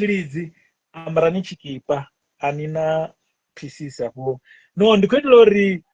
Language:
Venda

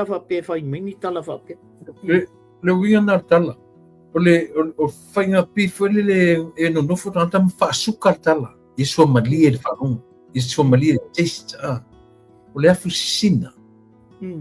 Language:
Samoan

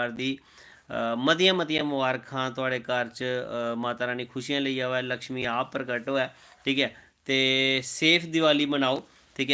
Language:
Dogri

